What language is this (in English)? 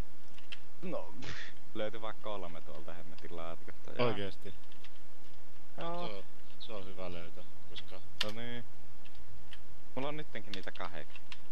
Finnish